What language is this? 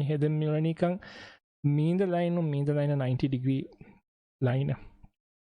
Divehi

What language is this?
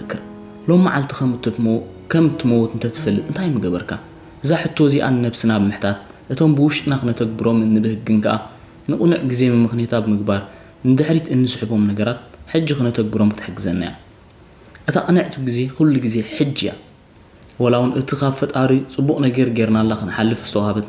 Tigrinya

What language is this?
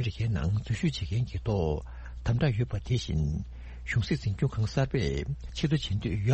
Tibetan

